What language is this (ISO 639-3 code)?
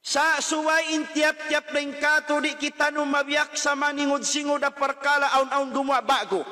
tsg